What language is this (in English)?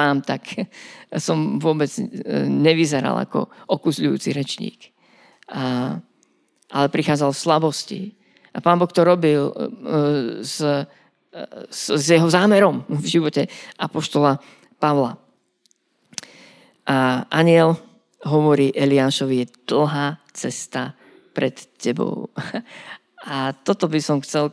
Slovak